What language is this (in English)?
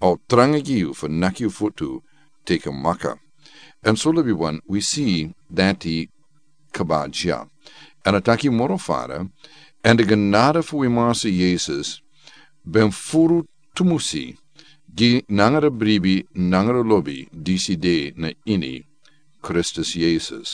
Sranan Tongo